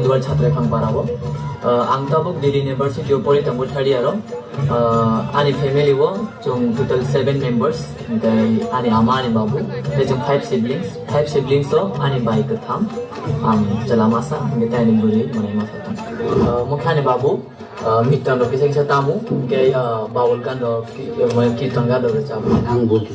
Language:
Kok Borok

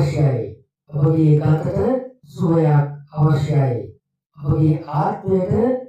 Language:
Sinhala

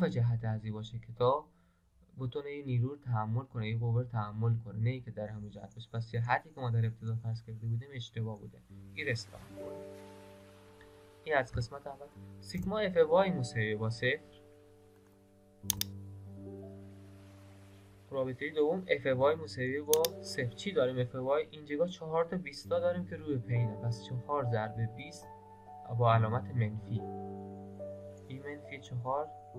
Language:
Persian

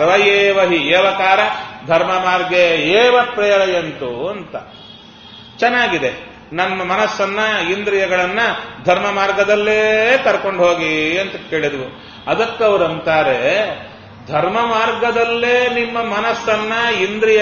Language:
Kannada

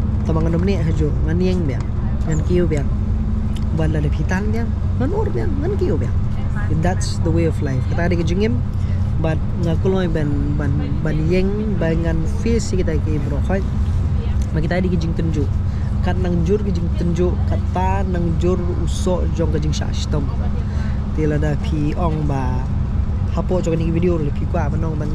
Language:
Khasi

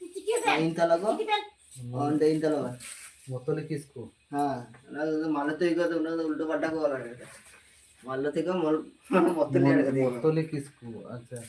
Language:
Santali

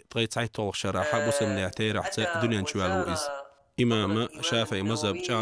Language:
Chechen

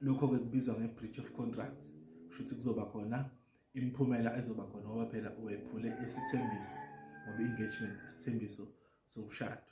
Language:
Zulu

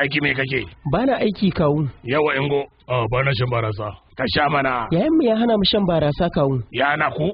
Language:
Hausa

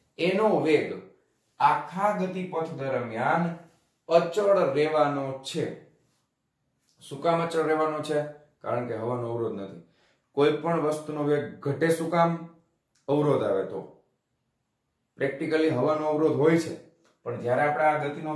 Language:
Gujarati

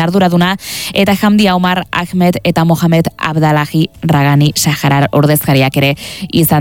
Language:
Basque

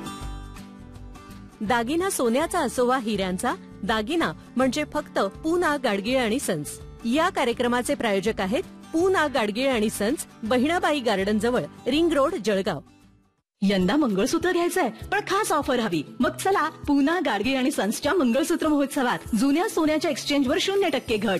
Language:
Marathi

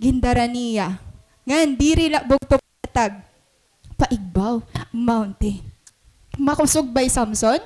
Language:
Waray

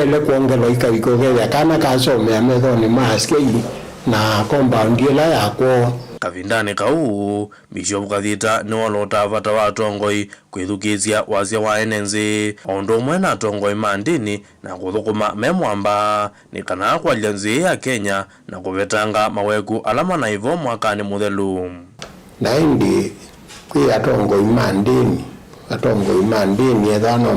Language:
Kamba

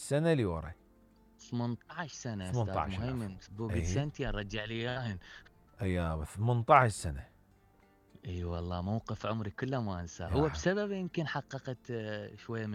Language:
Mesopotamian Arabic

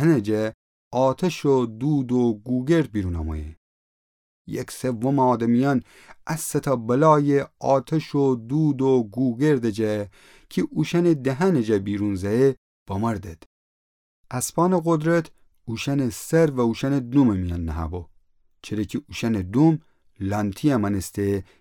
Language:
Gilaki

